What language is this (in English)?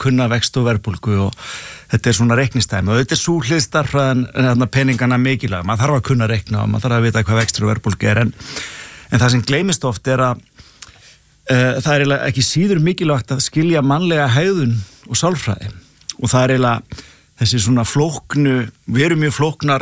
Icelandic